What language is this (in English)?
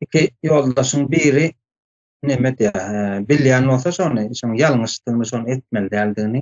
Turkmen